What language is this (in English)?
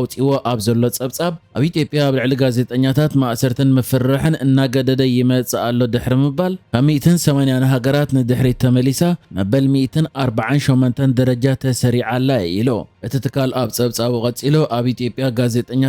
Tigrinya